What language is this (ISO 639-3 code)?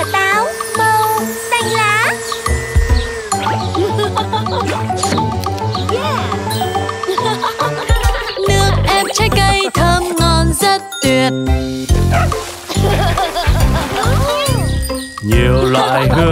vie